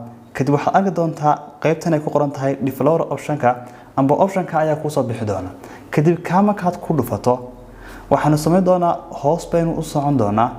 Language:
Somali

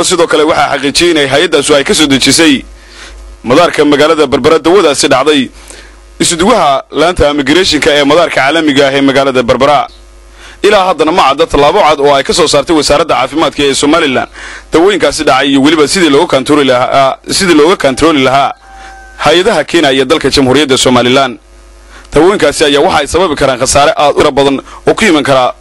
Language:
Somali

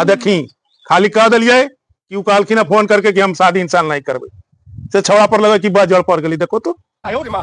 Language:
Magahi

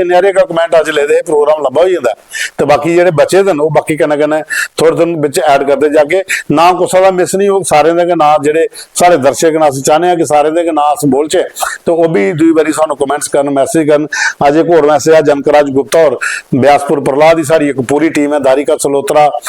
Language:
Dogri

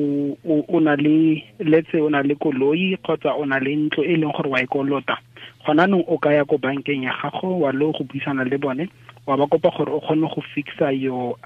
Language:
Tswana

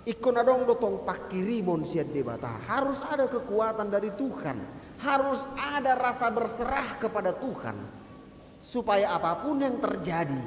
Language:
Batak Toba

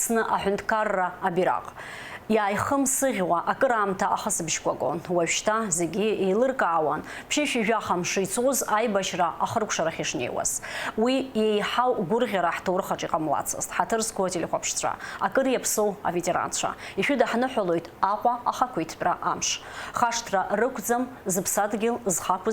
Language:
Abkhazian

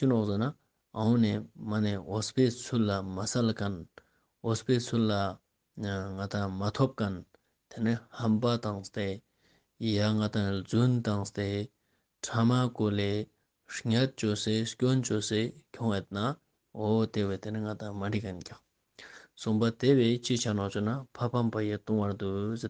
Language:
Ladakhi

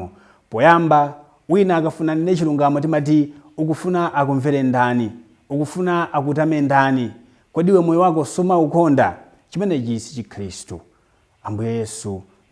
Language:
Nyanja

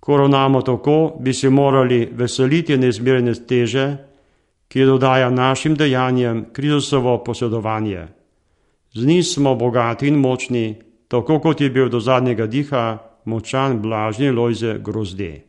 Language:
Slovenian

